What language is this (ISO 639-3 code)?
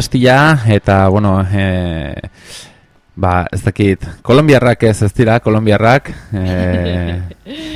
eus